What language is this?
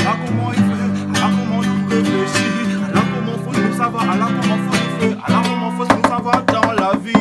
Réunion Creole French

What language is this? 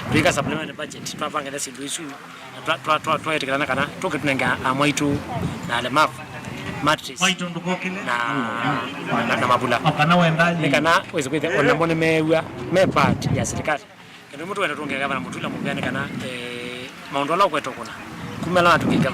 Kamba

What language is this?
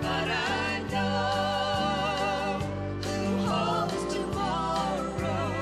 Gilbertese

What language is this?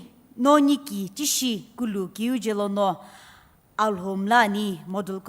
Sumi Naga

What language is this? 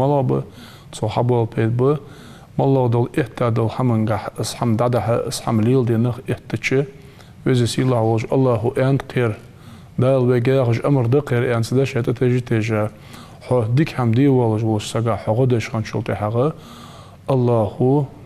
Ingush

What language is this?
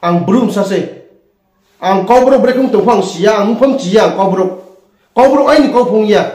Riang (India)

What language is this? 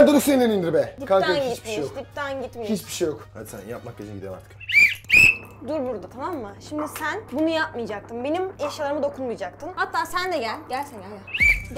Turkish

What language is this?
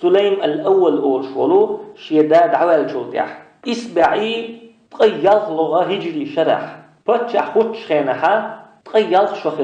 Chechen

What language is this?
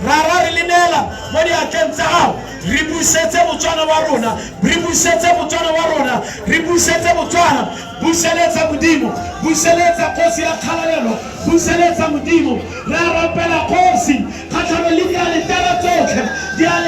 Tswana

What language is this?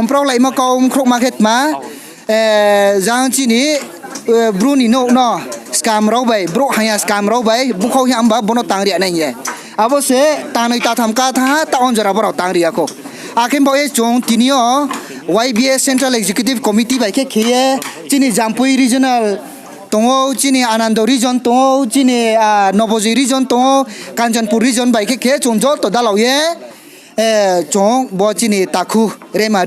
Riang (India)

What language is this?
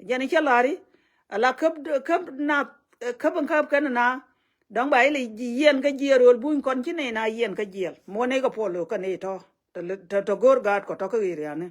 Nuer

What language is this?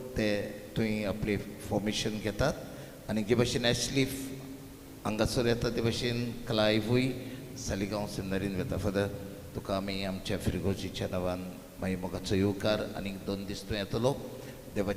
Konkani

